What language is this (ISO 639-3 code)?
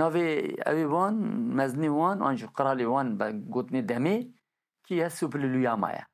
kur